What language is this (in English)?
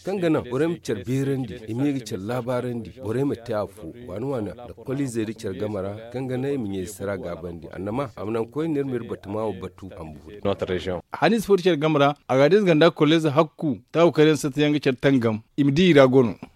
Zarma